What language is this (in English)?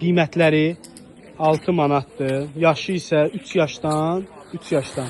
Azerbaijani